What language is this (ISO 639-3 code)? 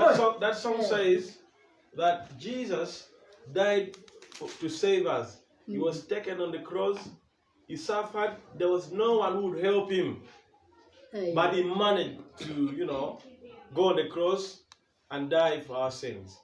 ach